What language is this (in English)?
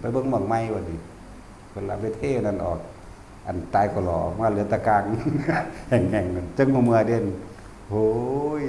Northeastern Thai